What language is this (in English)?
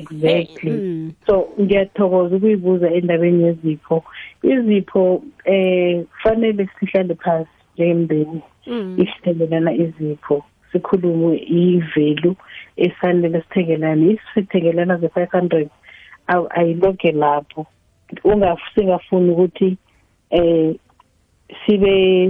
South Ndebele